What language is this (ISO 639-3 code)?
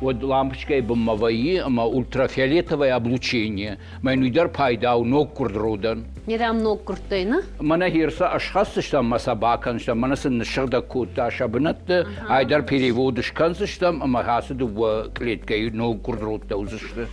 oss